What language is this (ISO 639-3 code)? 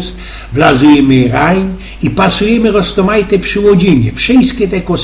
szl